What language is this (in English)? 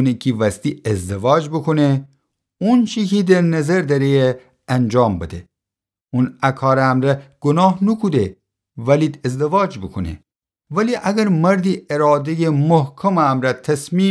Gilaki